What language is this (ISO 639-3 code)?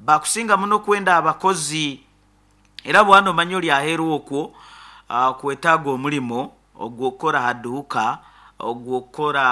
nyo